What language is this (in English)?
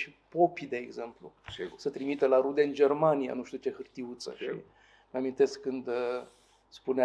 Romanian